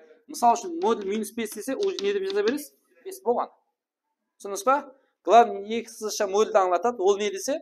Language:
Kara-Kalpak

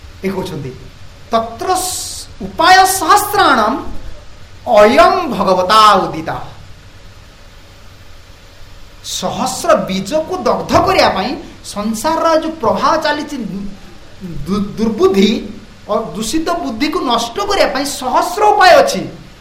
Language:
Odia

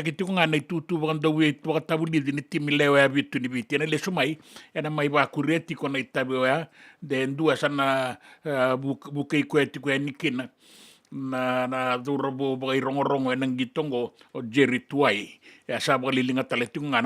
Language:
Fijian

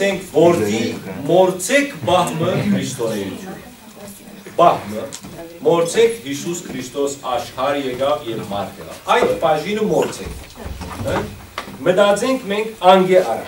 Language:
Western Armenian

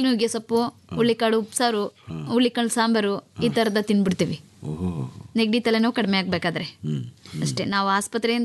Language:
Kannada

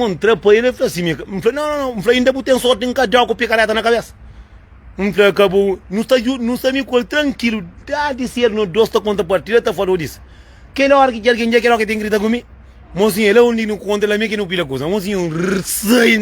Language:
Kabuverdianu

